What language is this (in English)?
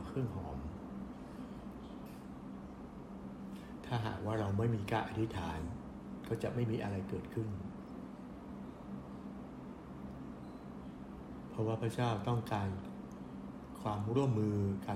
Thai